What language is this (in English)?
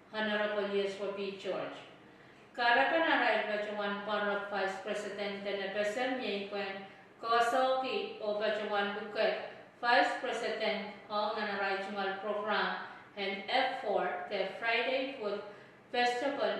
Pohnpeian